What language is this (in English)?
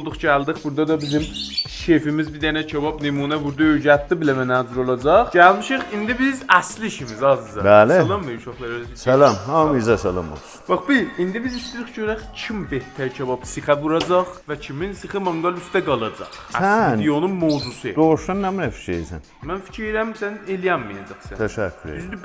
South Azerbaijani